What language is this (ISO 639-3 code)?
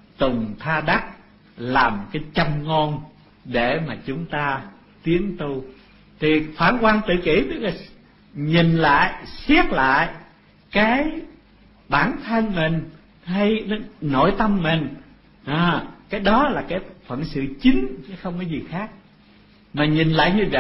vie